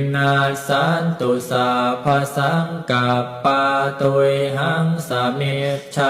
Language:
Pali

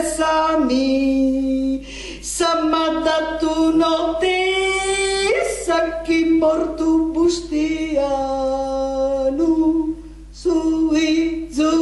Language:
Sardinian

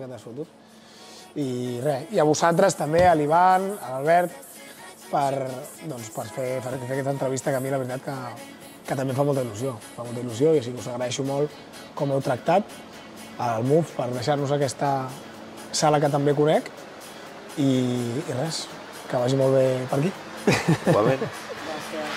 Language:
Catalan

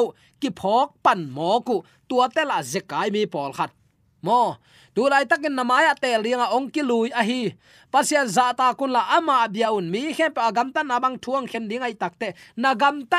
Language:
Tedim Chin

